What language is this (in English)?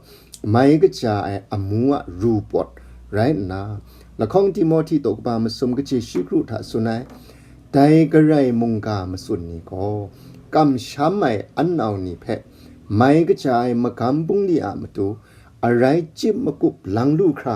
Kachin